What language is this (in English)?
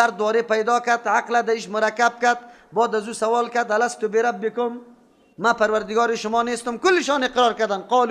Persian